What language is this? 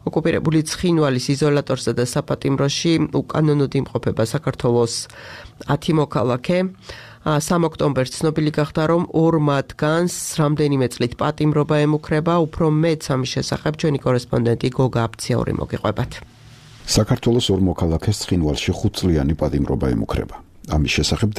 Georgian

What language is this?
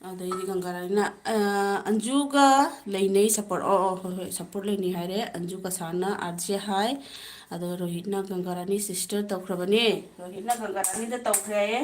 Manipuri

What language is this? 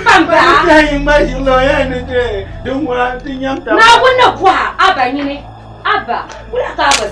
Dagbani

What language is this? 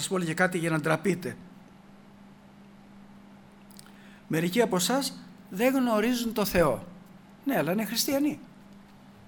Greek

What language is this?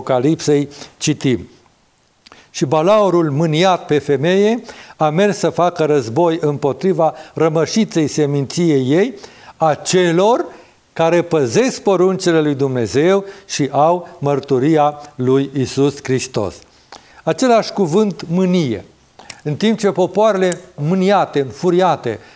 Romanian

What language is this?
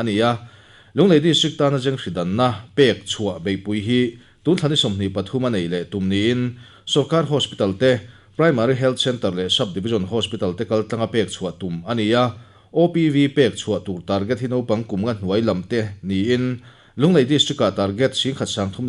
Mizo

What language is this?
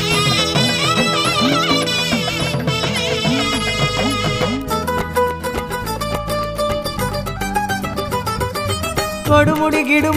Tamil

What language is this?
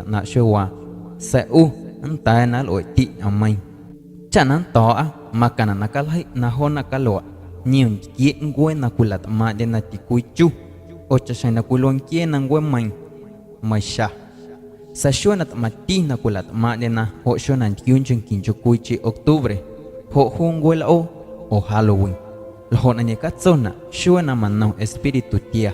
Guerrero Amuzgo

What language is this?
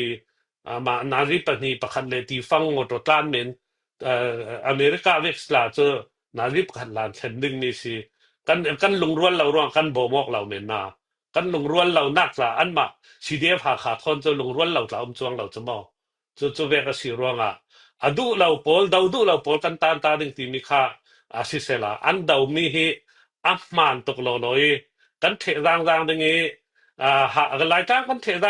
Falam Chin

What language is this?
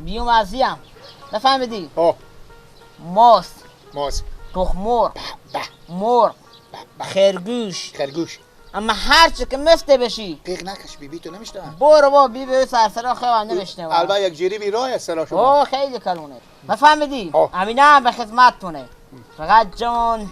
Persian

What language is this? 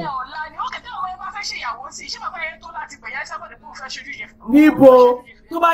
Yoruba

